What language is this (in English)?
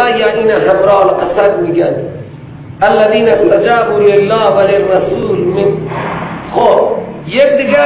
Persian